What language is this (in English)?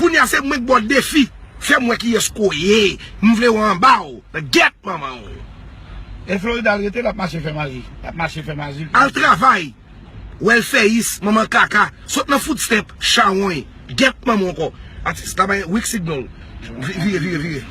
Haitian Creole